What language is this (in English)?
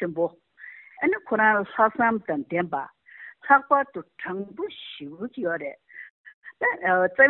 Tibetan